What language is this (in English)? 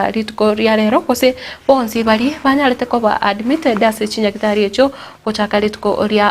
Gusii